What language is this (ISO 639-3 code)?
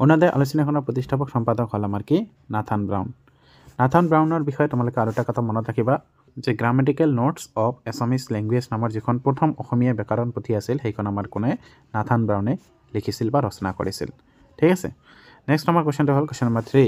asm